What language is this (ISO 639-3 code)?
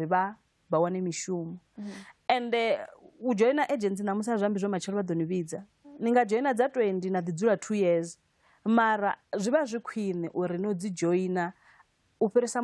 ven